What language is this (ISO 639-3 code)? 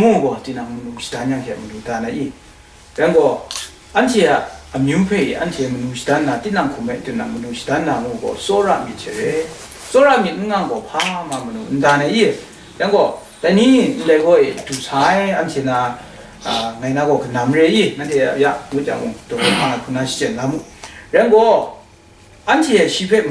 kac